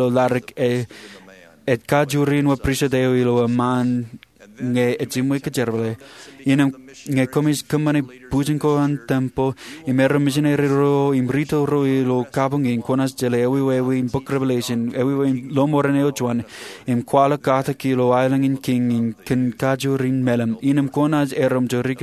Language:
Marshallese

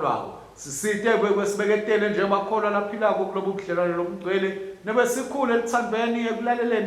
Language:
Swati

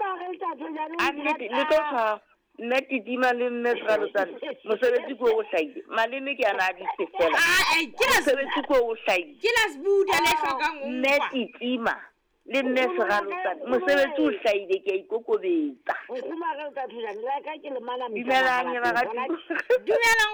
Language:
Southern Sotho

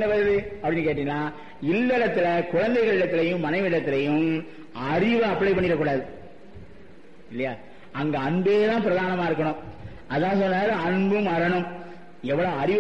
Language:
Tamil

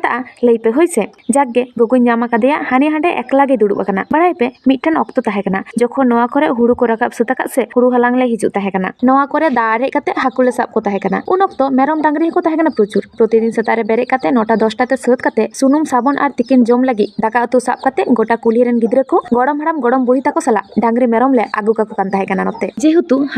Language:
Santali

